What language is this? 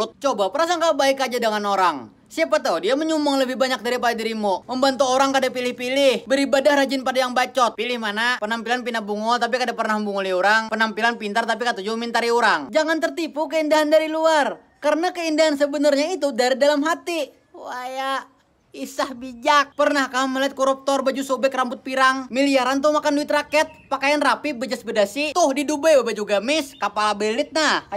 Banjar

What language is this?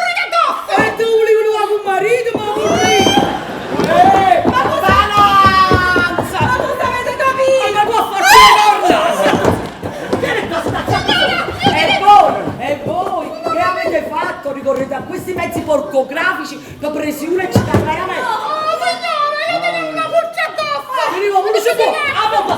Neapolitan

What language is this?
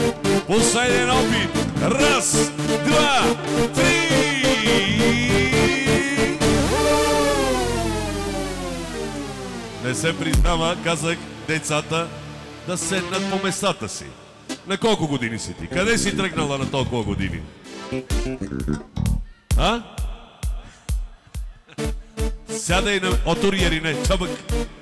Bulgarian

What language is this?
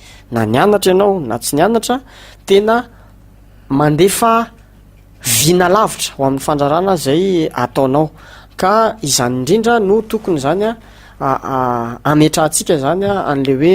Malagasy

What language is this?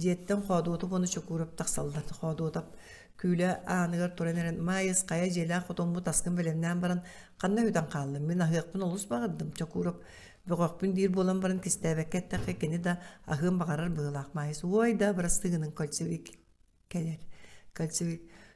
Yakut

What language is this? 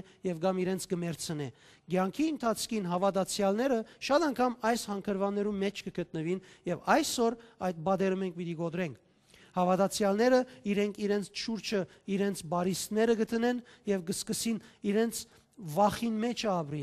Western Armenian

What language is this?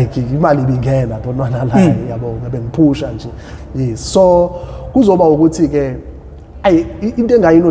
Zulu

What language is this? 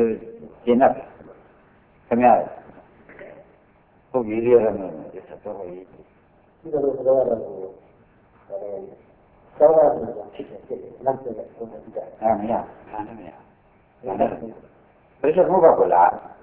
Burmese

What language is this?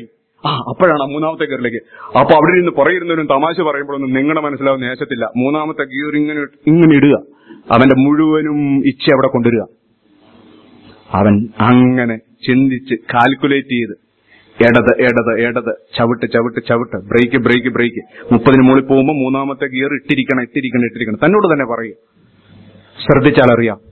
Malayalam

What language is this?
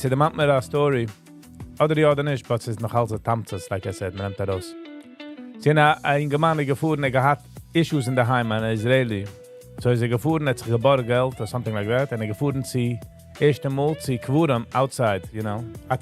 Yiddish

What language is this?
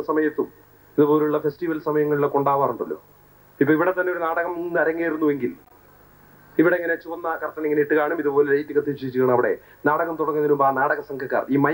Malayalam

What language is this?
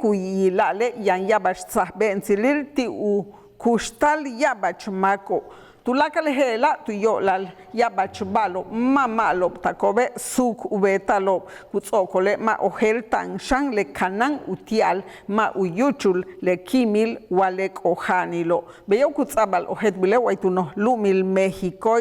Yucateco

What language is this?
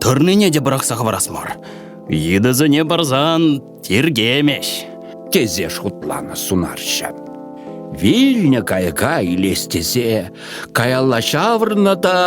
Chuvash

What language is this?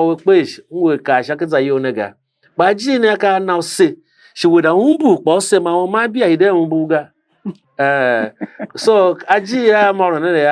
Tiv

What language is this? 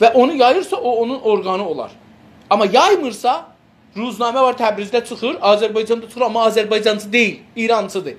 South Azerbaijani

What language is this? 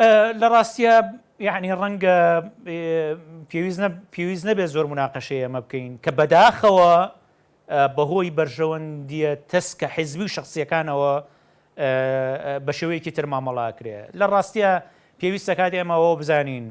Central Kurdish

